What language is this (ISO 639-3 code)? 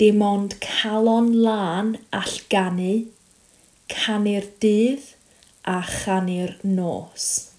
cym